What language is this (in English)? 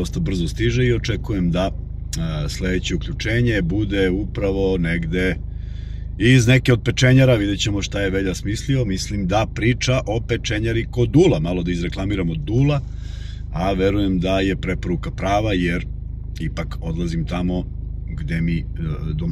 Serbian